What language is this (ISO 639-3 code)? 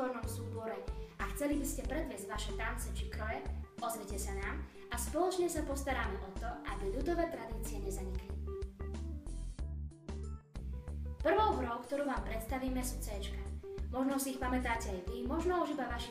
slk